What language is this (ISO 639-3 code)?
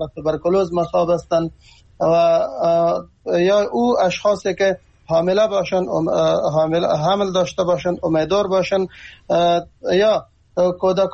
fas